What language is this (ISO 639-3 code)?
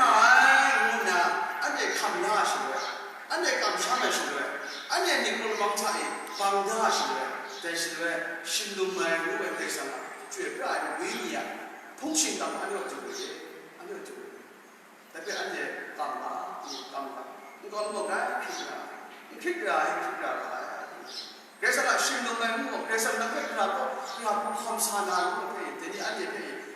kac